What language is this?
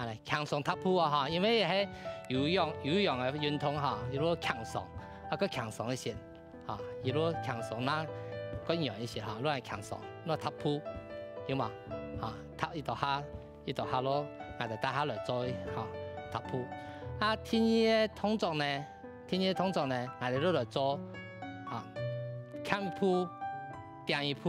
Hakka Chinese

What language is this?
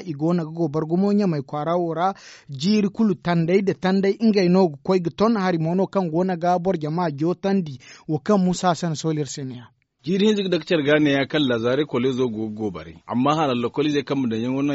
Zarma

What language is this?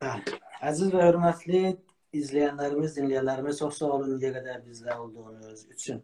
South Azerbaijani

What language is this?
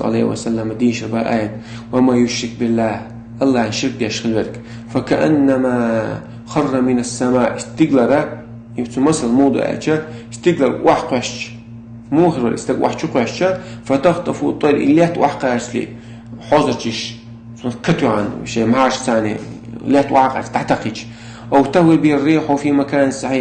Chechen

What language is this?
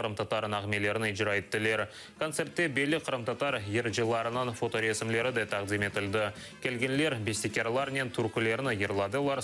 Crimean Tatar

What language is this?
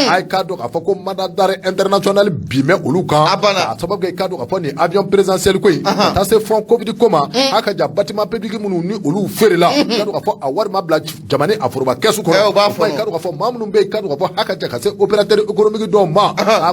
Bambara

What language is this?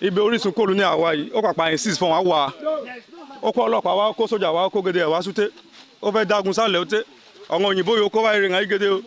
Yoruba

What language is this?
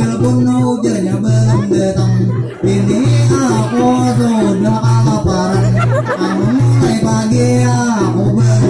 Banjar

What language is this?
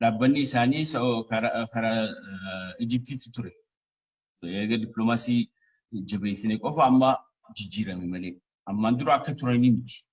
Oromo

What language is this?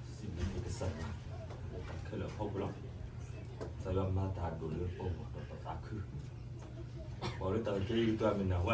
S'gaw Karen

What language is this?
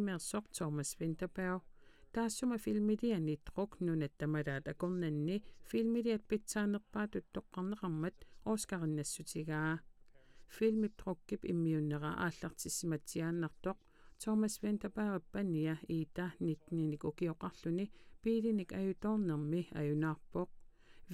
Kalaallisut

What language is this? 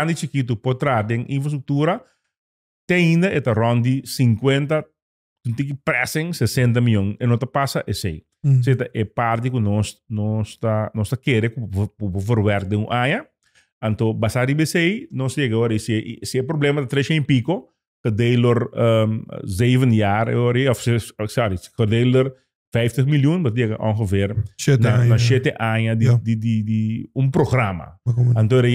Papiamento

